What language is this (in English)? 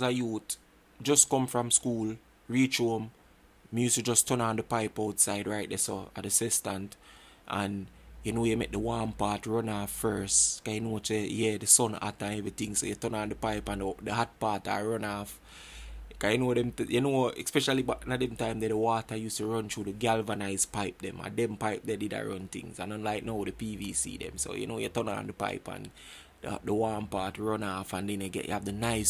Jamaican Creole English